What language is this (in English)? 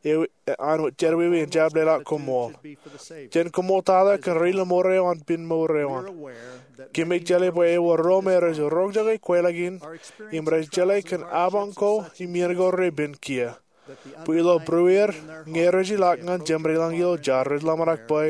Marshallese